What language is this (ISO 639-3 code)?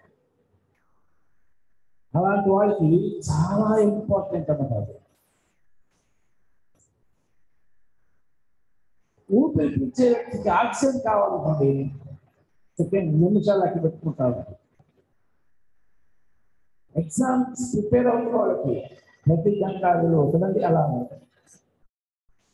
tel